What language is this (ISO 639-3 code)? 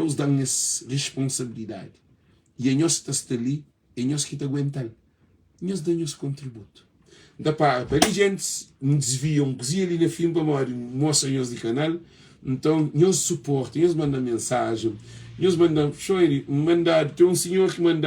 kea